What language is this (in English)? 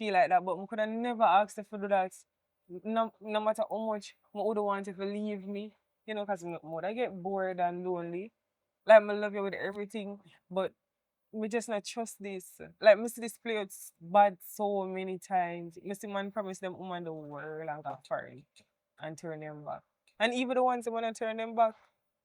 Jamaican Creole English